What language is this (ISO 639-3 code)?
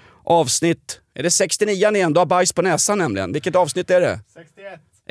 swe